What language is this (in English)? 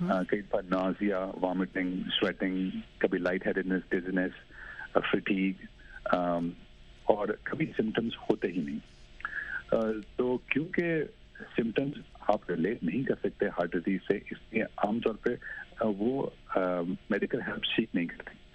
Urdu